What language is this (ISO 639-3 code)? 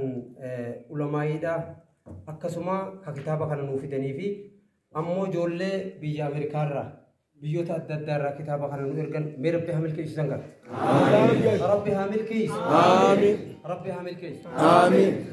orm